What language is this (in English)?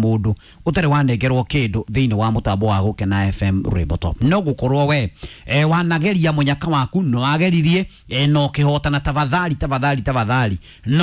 Kikuyu